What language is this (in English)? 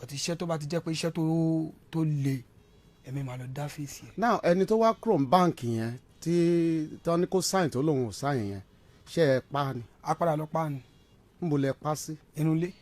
Yoruba